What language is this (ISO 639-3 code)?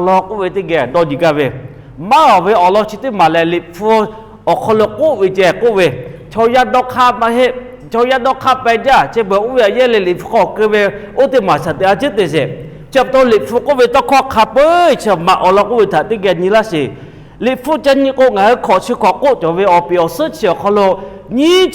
lhu